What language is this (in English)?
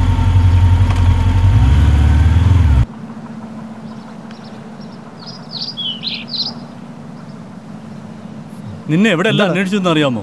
Malayalam